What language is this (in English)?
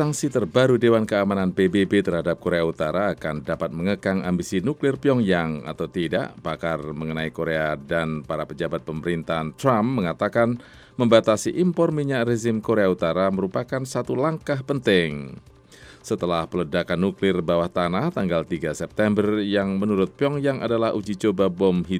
Indonesian